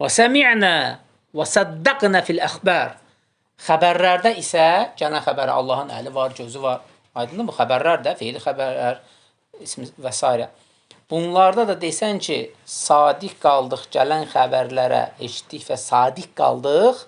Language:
Azerbaijani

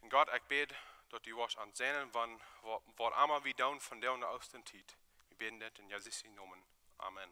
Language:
Plautdietsch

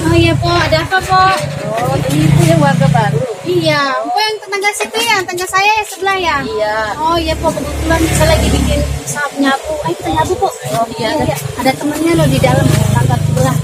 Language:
Betawi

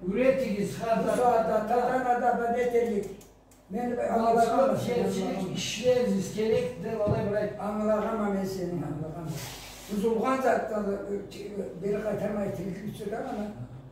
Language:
Karachay-Balkar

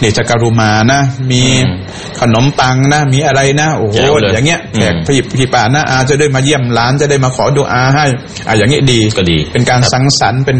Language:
Thai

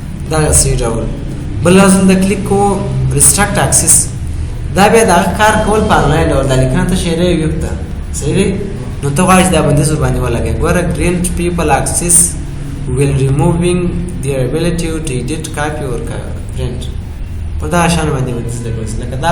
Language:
Pashto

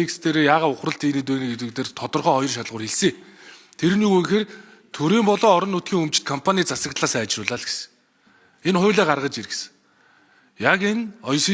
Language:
Mongolian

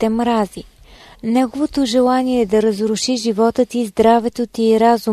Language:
Bulgarian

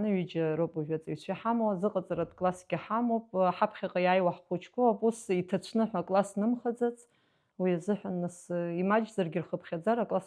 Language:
Abkhazian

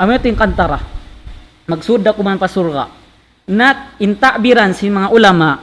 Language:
Tausug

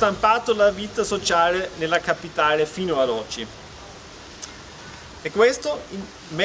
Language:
Italian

